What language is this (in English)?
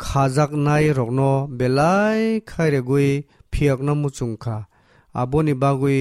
Kok Borok